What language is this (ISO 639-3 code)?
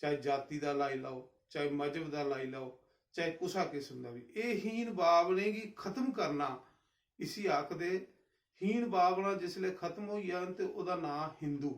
doi